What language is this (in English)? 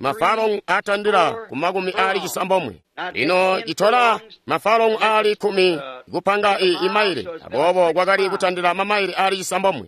Tonga (Zambia)